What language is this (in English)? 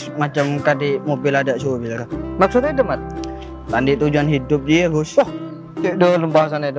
Madurese